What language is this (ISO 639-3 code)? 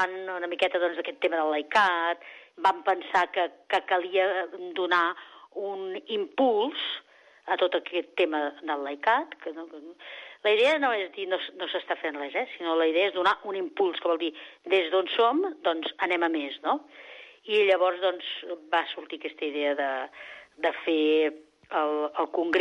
cat